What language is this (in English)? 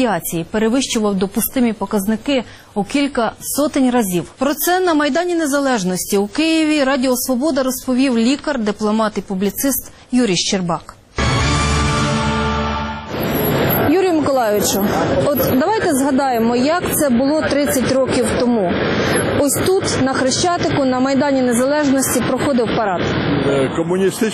Ukrainian